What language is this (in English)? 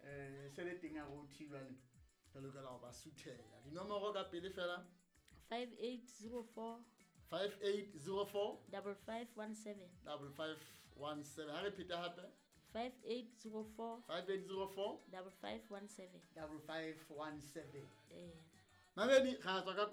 Southern Sotho